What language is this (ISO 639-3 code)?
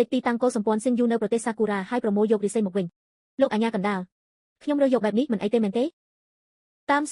khm